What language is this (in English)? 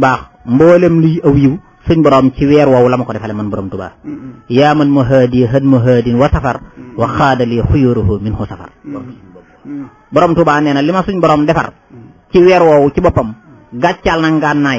Wolof